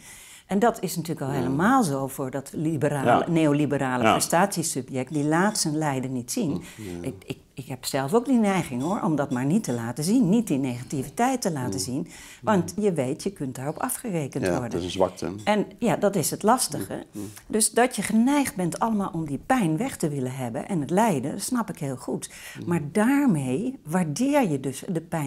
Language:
Dutch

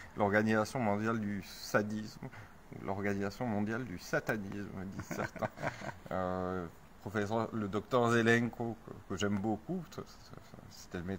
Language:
French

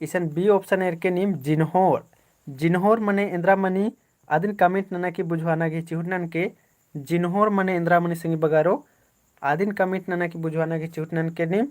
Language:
Kurukh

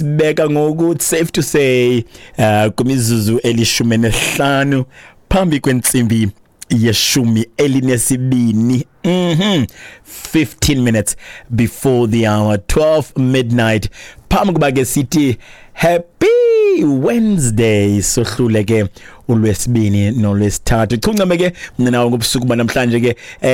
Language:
Xhosa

